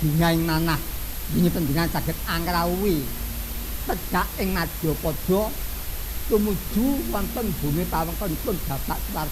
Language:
Javanese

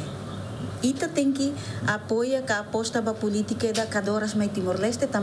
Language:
Tetum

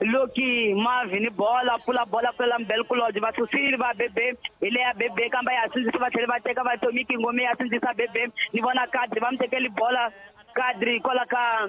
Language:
Tsonga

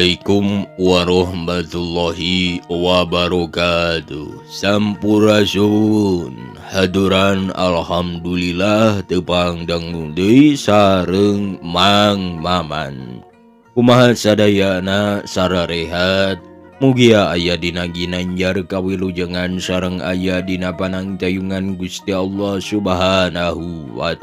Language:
Sundanese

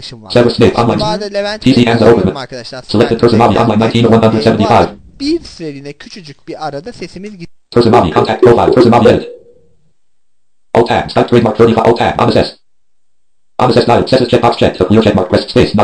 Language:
Turkish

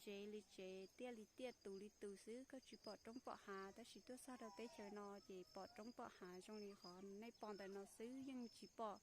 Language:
Hmong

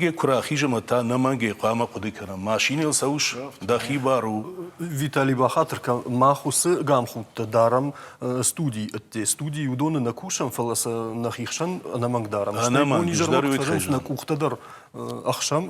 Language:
Ossetic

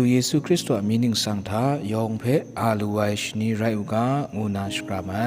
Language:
Kachin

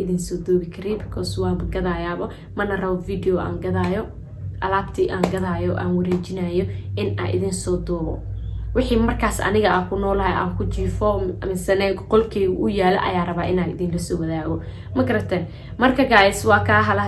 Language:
Somali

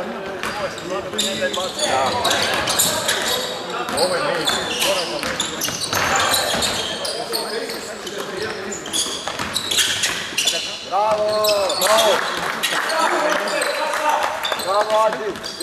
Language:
Croatian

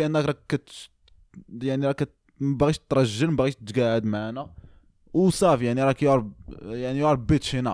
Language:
Moroccan Arabic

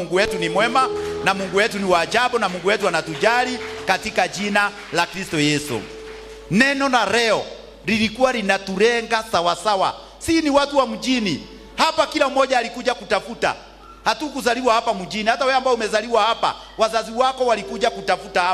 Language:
Swahili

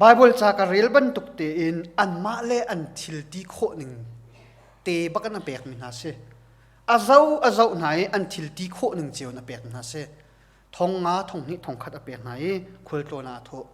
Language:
Hakha Chin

